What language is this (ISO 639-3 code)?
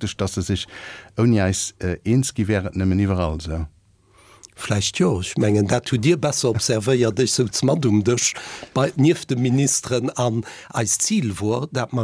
ltz